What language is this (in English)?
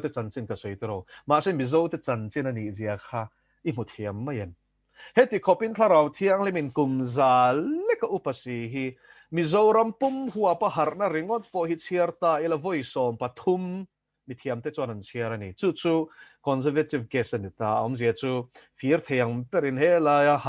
Mizo